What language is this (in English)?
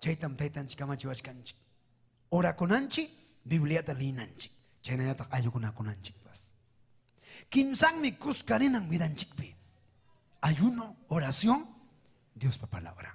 Ayacucho Quechua